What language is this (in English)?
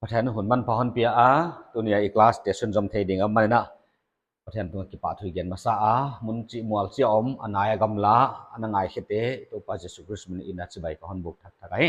Paite Chin